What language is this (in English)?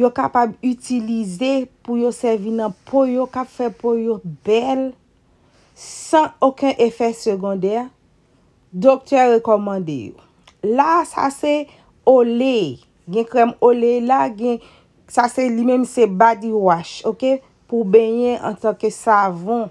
Haitian Creole